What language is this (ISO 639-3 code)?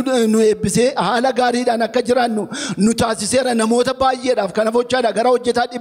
orm